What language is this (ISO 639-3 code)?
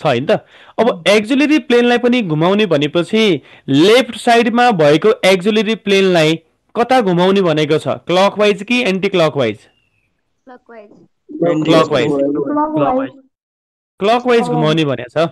nep